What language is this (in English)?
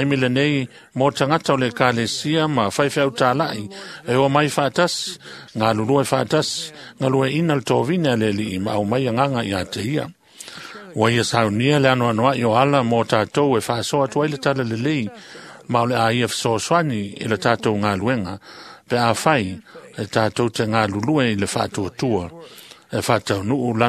Samoan